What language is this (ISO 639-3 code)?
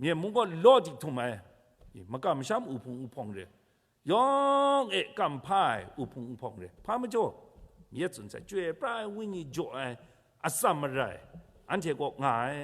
kac